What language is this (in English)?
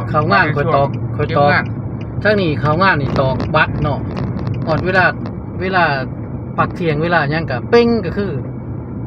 Northeastern Thai